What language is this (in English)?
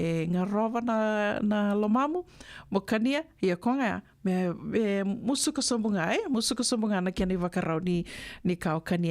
Fijian